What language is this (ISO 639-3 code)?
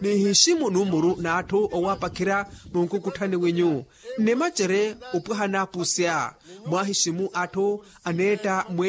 vmw